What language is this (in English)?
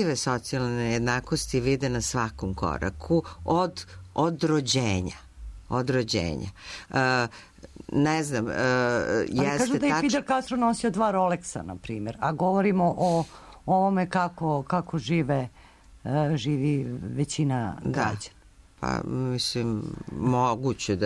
Serbian